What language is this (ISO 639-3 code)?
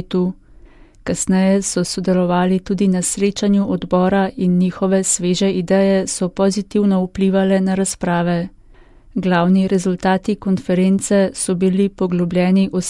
slv